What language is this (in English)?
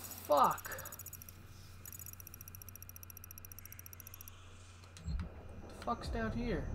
English